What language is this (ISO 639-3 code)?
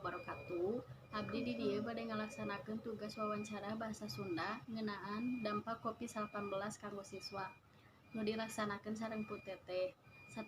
sun